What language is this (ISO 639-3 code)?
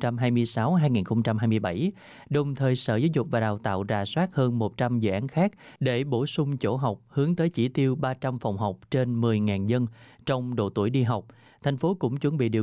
vie